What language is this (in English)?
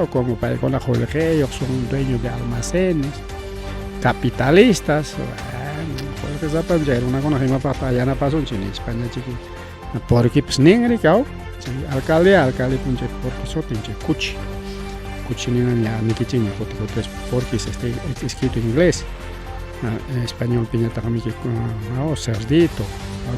Ayacucho Quechua